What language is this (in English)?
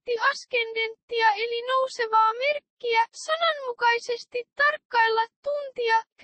Finnish